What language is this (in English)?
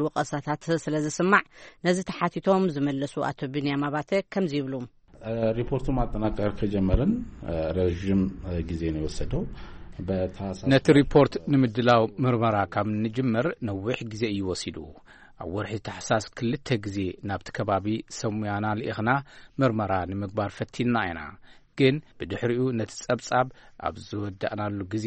Tigrinya